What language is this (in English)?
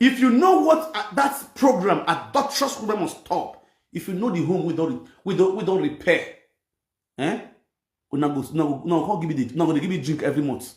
Nigerian Pidgin